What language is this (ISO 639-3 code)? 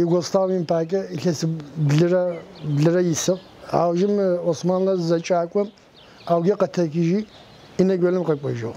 ady